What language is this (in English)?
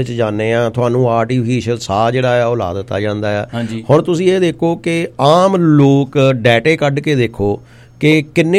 Punjabi